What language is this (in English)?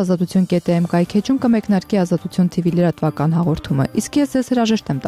Armenian